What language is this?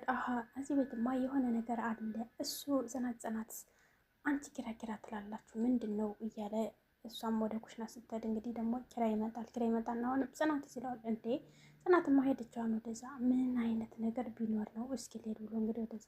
Amharic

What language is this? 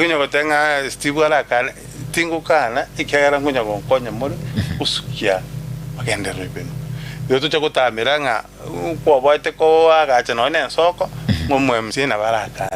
Gusii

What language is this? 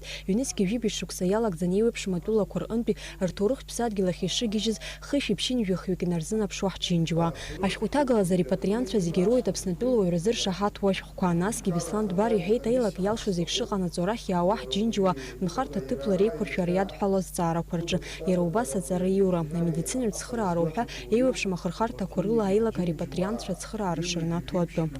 Abkhazian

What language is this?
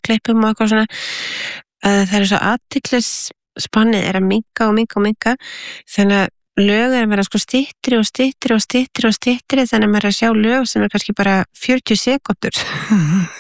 Icelandic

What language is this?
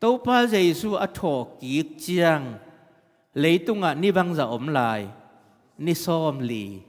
Tedim Chin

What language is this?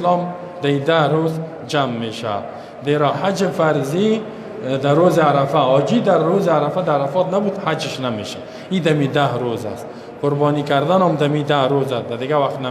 Persian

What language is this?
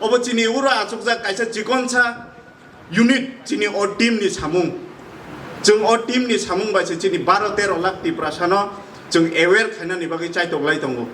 Kok Borok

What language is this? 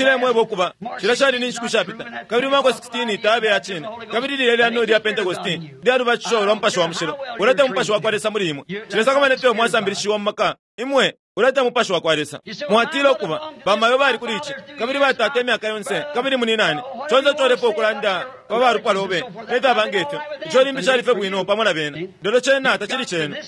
Bemba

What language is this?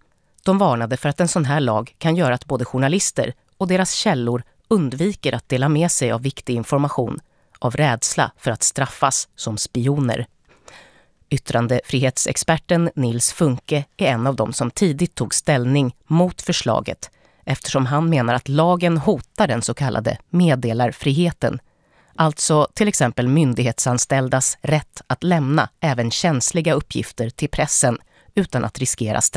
Swedish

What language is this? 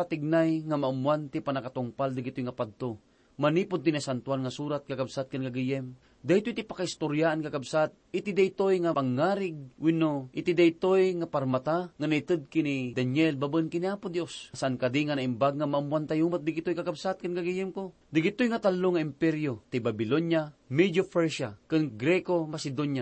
Iloko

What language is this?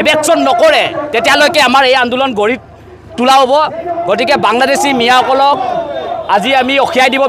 Assamese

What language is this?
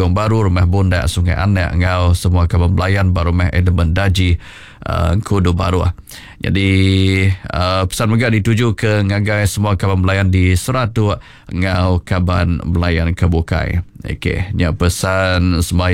Iban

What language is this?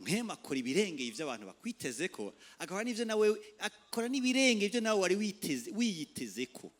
Rundi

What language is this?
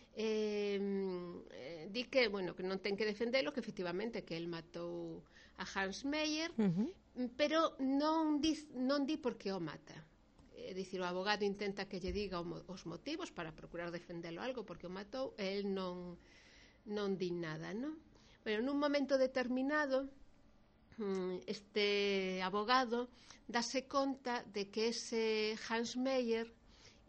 Galician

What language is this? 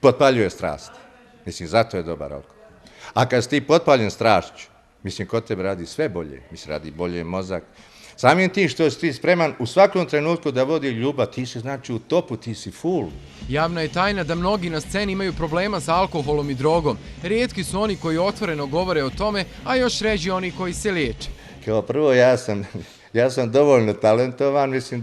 Bosnian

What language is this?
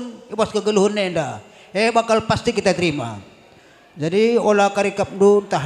Batak Karo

